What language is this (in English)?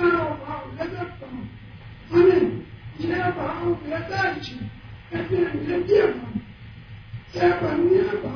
Gujarati